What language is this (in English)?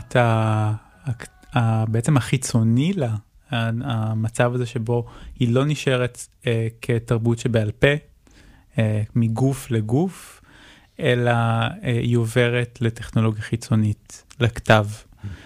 Hebrew